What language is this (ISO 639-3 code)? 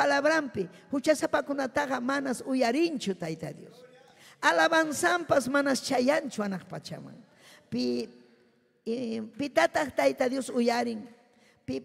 quy